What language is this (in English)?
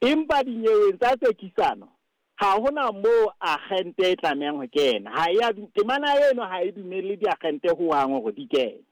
Southern Sotho